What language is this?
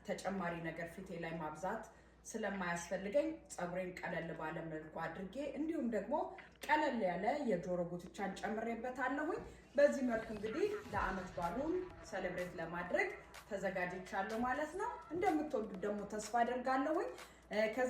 Amharic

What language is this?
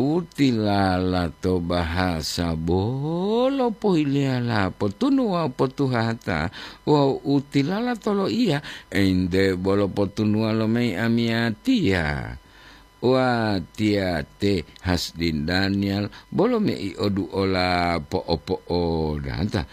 Gorontalo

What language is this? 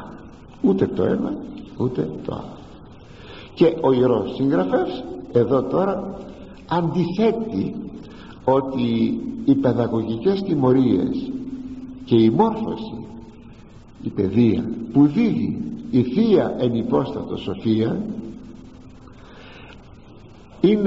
Greek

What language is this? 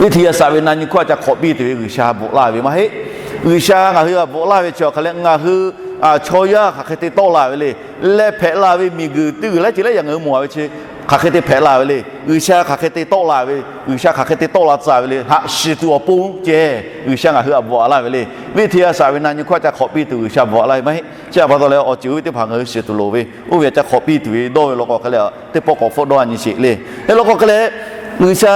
Lahu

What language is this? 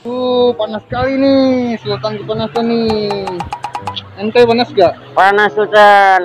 Banjar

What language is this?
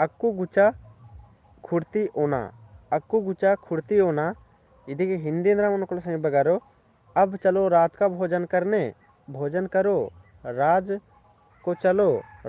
Kurukh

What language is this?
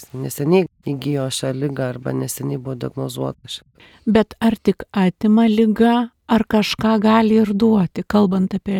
Lithuanian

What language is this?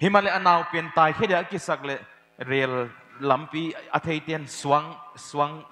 Paite Chin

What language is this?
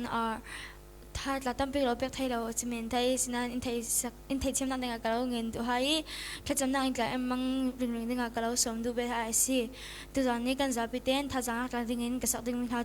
Falam Chin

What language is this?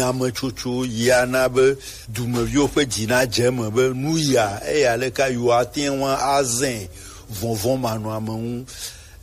Gen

